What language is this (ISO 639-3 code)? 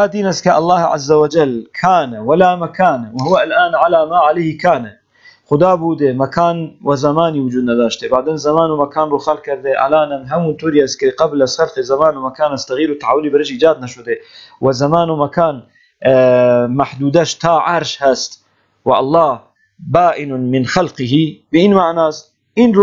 fas